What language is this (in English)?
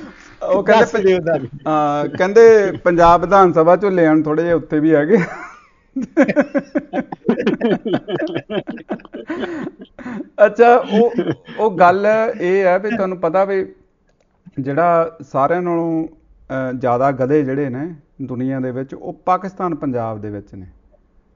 Punjabi